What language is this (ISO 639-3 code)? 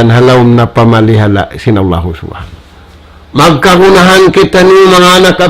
tsg